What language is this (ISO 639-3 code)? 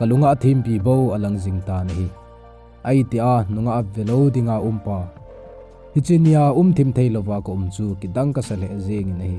tcz